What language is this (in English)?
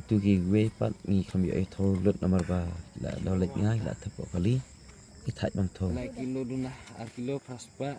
Khasi